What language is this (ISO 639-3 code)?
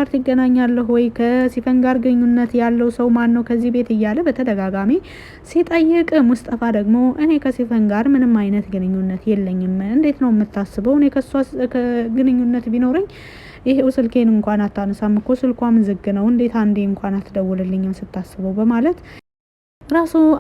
amh